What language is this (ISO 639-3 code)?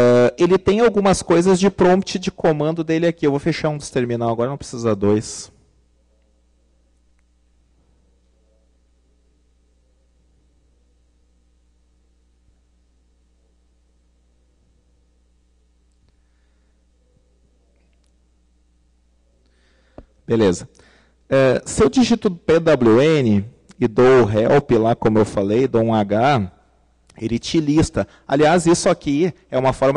por